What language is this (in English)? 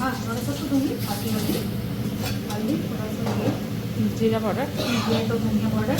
Assamese